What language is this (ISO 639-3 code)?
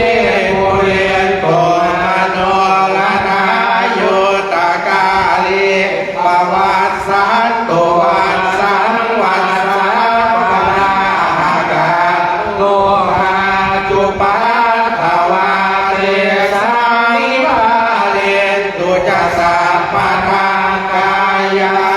pli